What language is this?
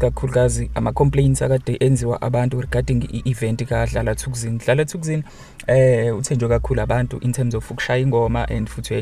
Zulu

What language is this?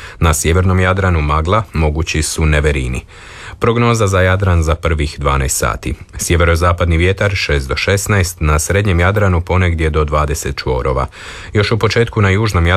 Croatian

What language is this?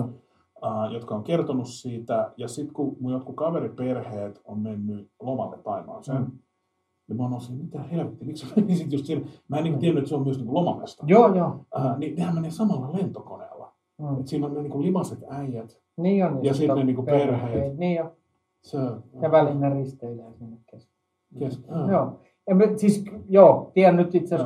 Finnish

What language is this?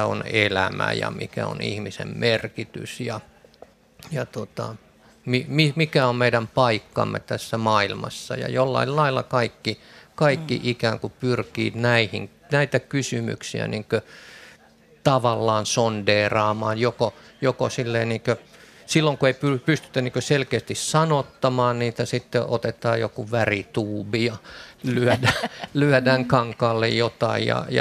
Finnish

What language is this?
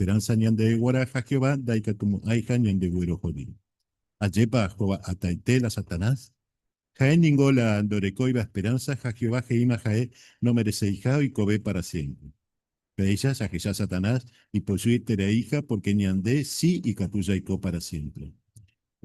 Guarani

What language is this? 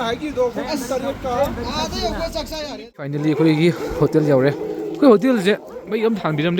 Manipuri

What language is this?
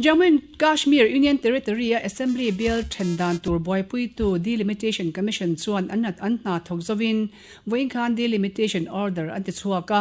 Mizo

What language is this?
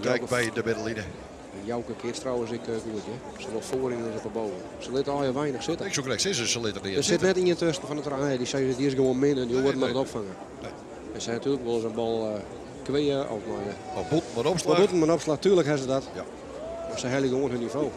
Western Frisian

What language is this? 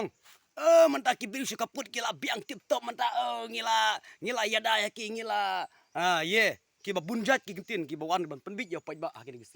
Khasi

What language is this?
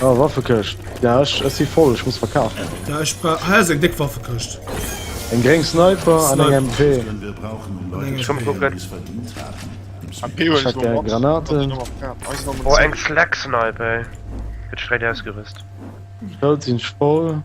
Luxembourgish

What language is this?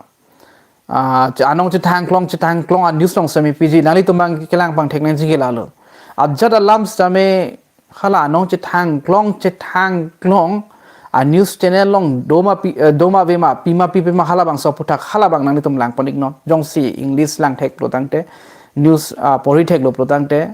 Karbi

